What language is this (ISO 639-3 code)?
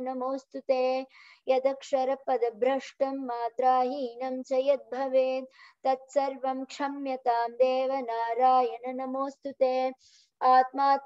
san